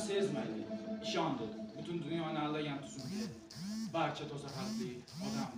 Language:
Uzbek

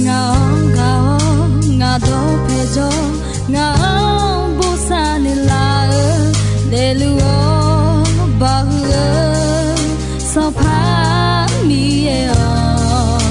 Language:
Akha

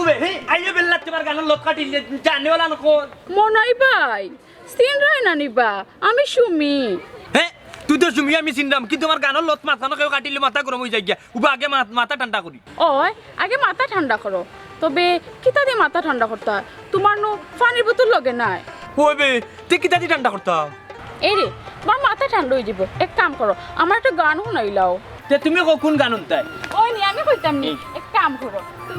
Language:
Sylheti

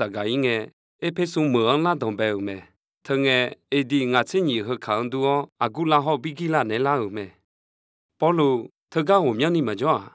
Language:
Akha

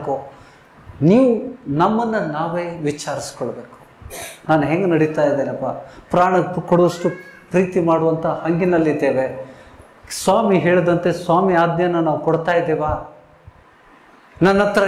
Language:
Kannada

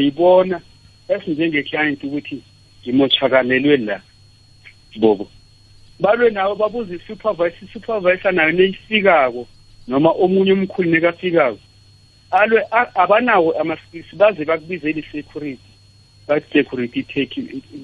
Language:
South Ndebele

